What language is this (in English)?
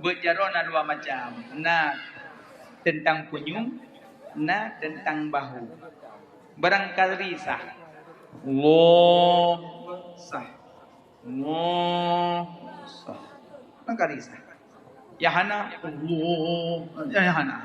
Achinese